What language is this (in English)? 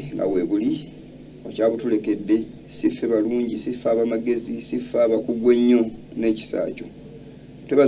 Ganda